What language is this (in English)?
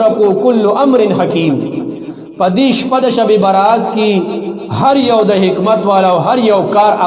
Pashto